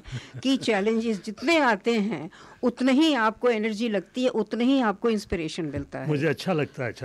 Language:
Hindi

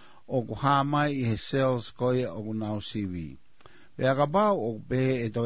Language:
Tongan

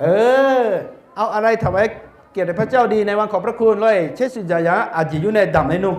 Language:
Akha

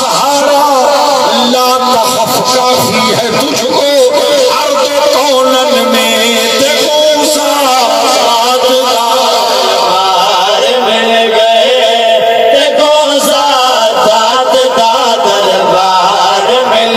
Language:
Saraiki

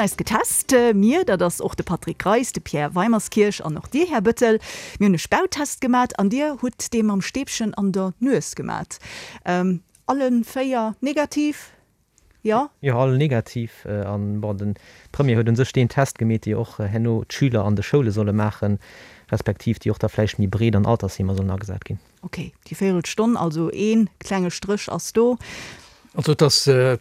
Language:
Luxembourgish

